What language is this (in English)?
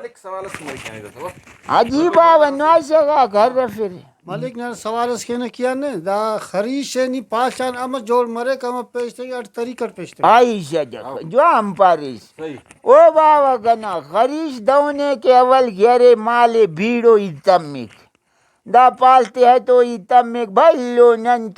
Brahui